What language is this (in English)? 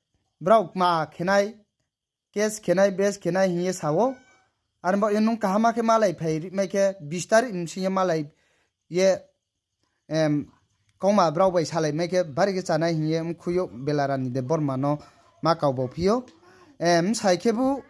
Riang (India)